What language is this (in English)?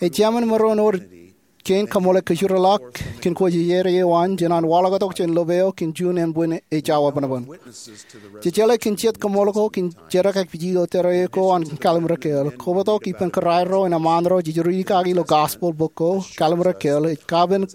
Marshallese